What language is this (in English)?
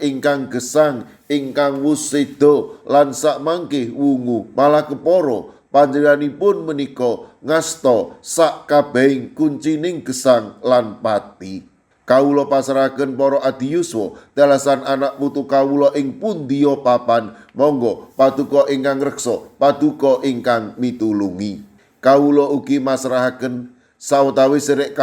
Javanese